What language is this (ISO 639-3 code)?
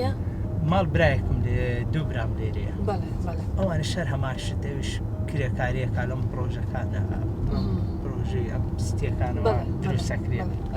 ckb